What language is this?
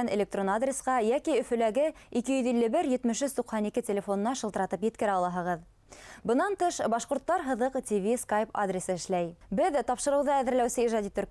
Bashkir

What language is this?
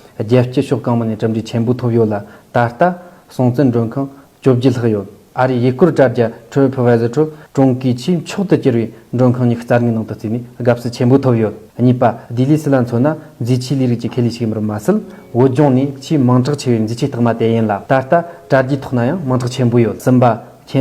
Tibetan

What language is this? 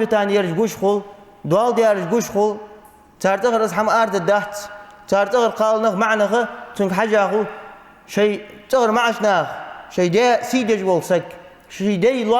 Ingush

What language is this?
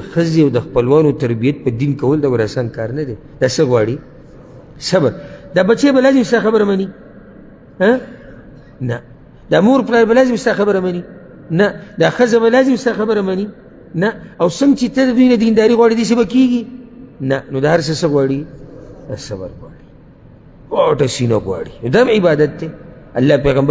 Pashto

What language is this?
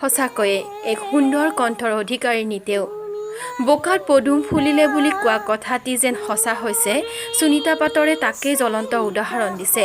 Assamese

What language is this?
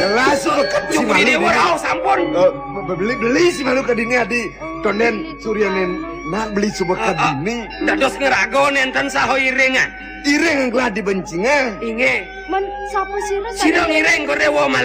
Balinese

